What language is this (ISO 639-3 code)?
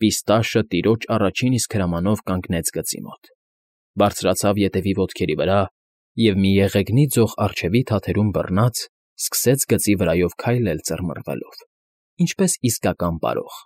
hye